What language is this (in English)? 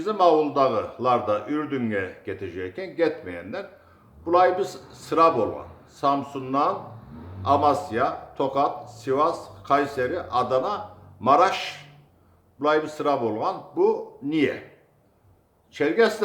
Kumyk